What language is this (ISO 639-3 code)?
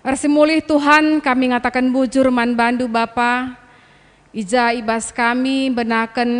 btx